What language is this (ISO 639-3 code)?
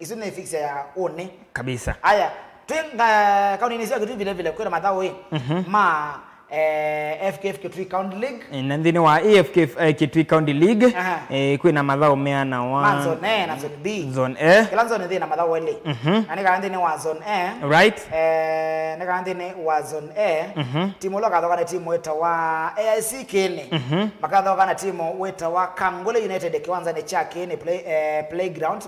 kam